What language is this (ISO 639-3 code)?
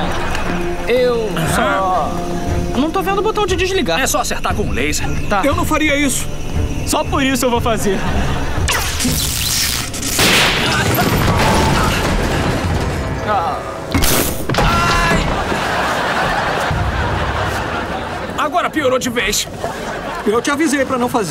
por